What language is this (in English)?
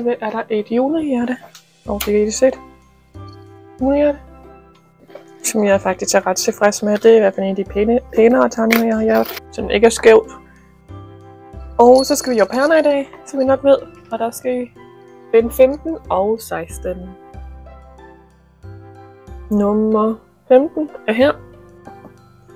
Danish